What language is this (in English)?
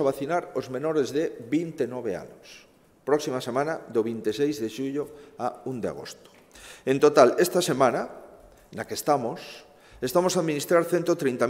Galician